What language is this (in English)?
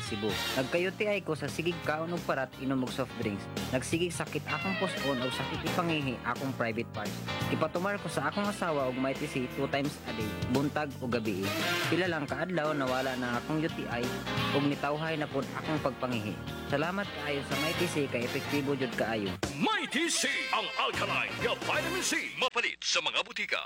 Cebuano